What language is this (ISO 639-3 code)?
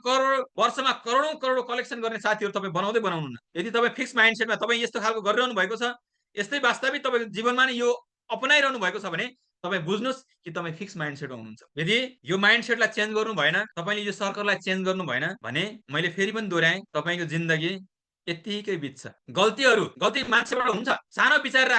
nep